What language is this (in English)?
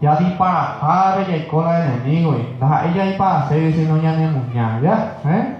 Guarani